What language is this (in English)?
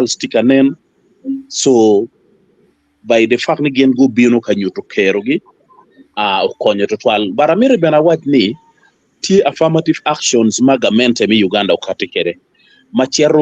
Acoli